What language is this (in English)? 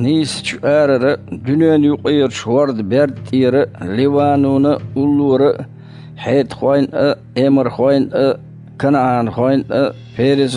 Chechen